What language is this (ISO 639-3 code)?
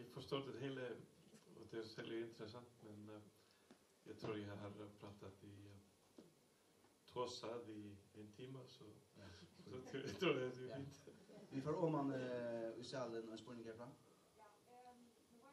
fao